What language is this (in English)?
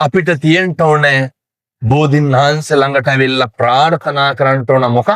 Sinhala